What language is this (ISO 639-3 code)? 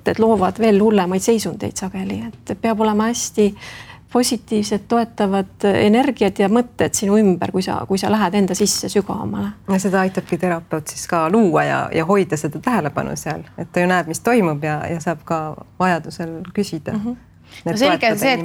est